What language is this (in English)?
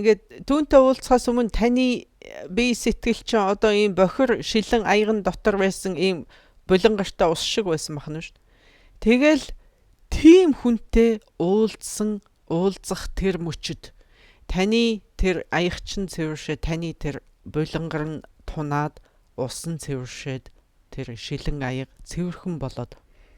Mongolian